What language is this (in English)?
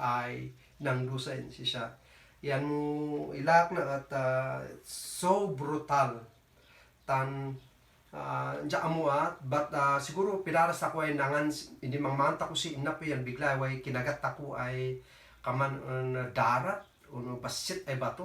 Kankanaey